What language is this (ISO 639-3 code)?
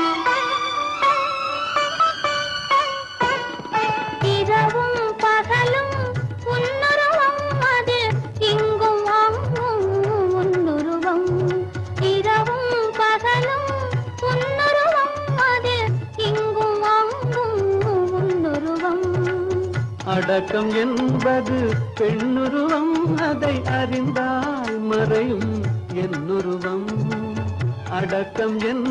tam